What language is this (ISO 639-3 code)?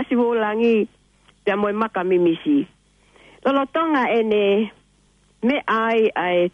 ton